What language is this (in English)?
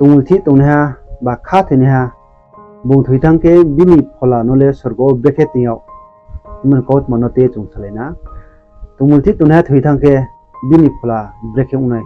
Riang (India)